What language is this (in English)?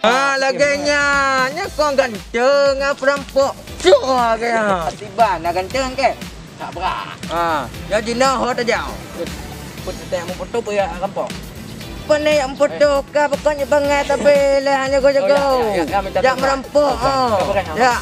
Achinese